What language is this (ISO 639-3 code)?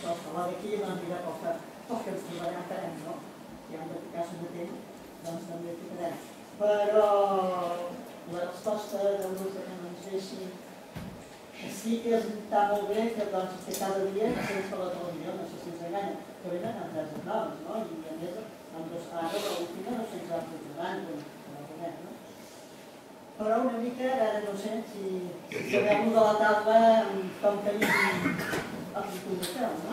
cat